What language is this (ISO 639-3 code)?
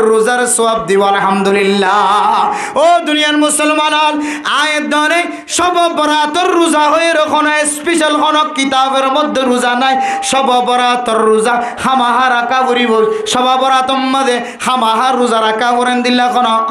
rhg